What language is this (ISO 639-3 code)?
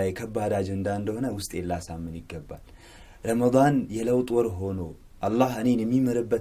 amh